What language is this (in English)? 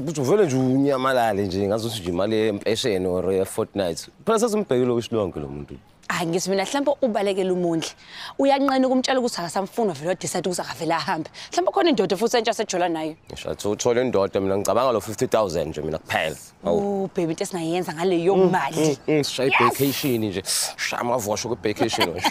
Zulu